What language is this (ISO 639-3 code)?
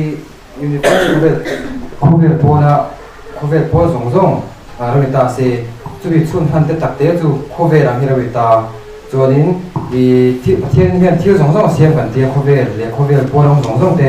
lus